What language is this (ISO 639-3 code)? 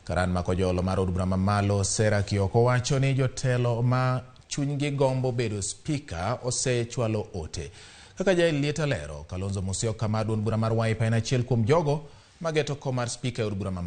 luo